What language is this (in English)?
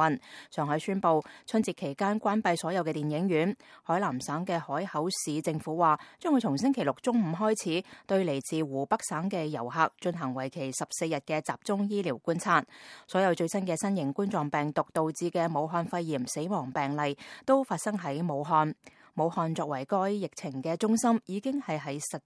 Cantonese